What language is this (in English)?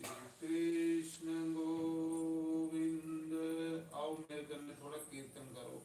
Dogri